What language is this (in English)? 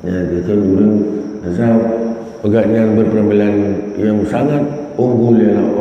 Achinese